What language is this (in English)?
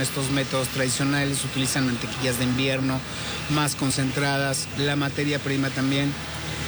Spanish